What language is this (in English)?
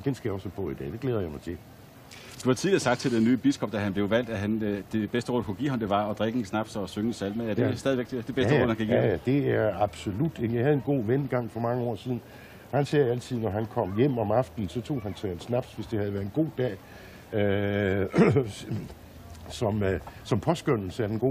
Danish